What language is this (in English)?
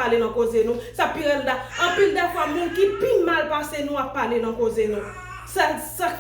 Haitian Creole